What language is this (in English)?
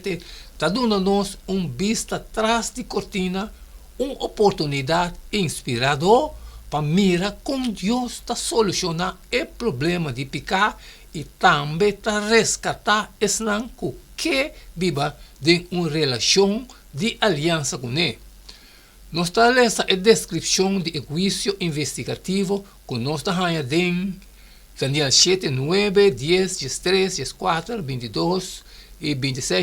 Papiamento